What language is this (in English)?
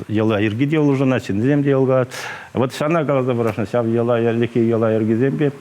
Chuvash